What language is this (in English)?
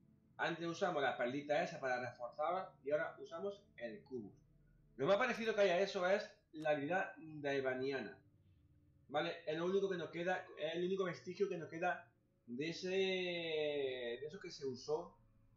Spanish